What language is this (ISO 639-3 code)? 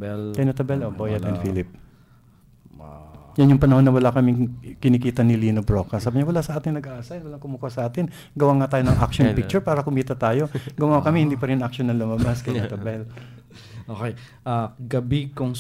fil